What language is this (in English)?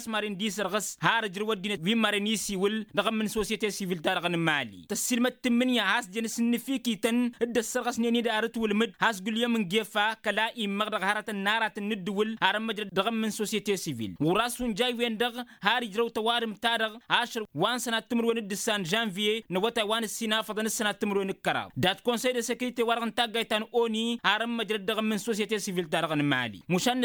Tamasheq